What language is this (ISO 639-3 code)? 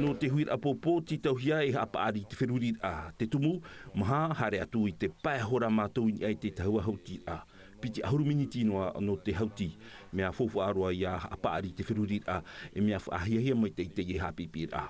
tah